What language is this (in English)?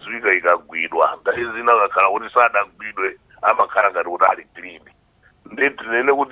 Nyanja